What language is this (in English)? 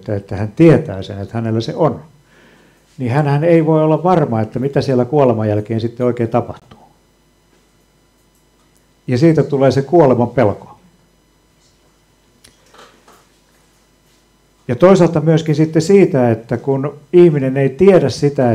Finnish